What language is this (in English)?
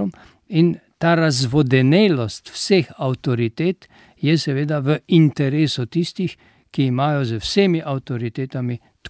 Slovenian